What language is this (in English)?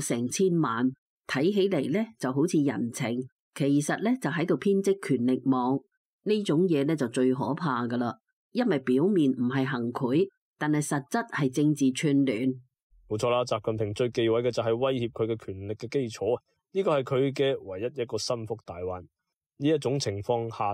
Cantonese